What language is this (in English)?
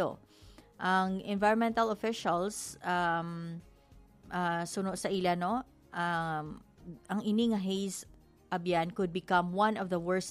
Hiligaynon